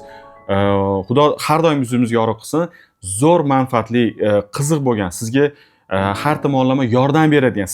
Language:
Uzbek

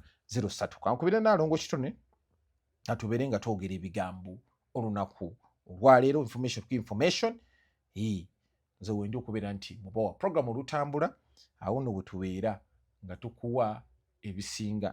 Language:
Ganda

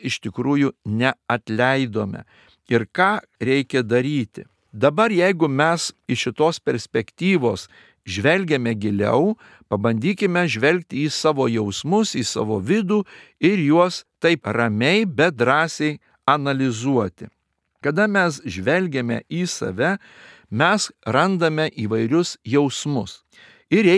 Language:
Lithuanian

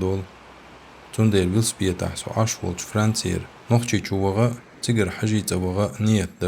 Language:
Chechen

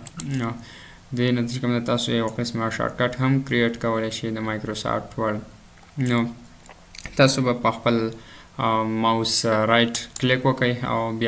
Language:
Pashto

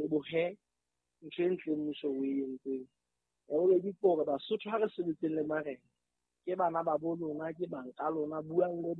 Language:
Southern Sotho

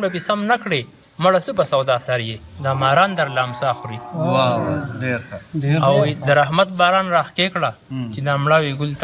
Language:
Pashto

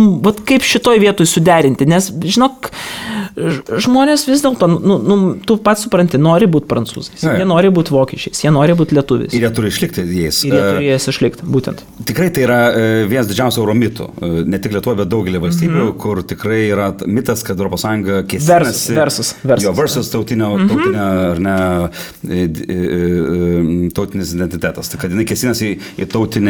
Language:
Lithuanian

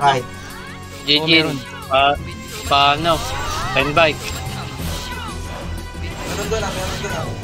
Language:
Filipino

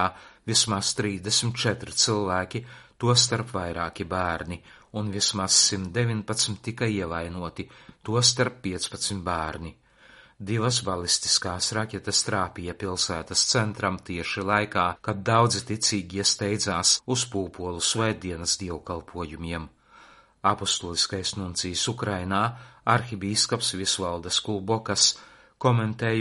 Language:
Latvian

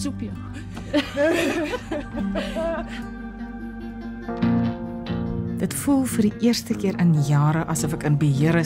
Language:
Afrikaans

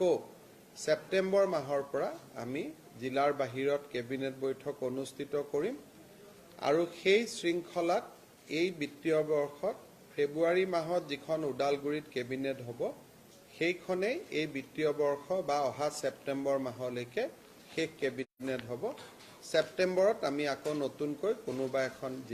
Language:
Assamese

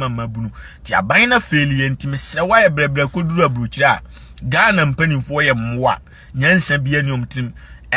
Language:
Akan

